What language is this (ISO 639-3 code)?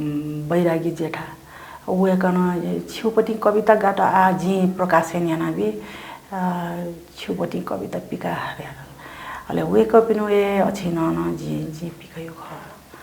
new